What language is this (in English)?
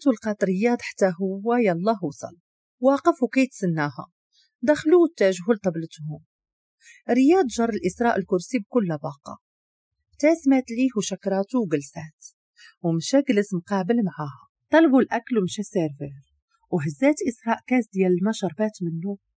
Moroccan Arabic